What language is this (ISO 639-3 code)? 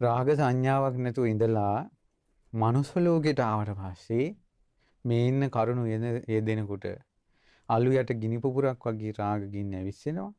sin